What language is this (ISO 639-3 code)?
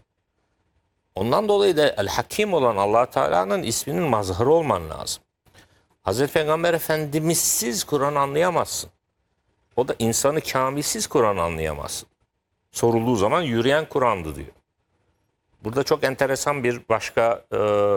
tur